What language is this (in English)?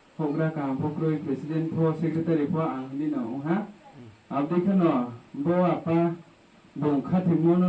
Riang (India)